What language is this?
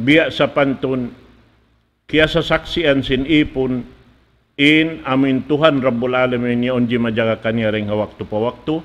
Tausug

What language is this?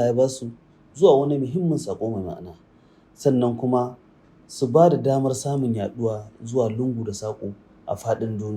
Hausa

